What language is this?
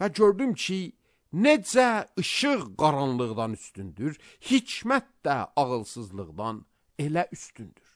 Azerbaijani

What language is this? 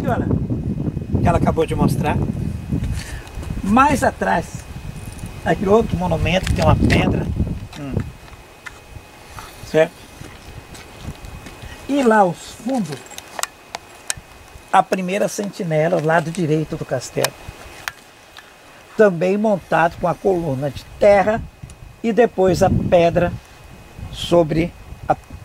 Portuguese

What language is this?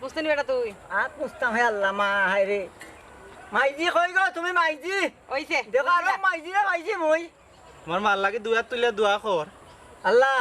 Sylheti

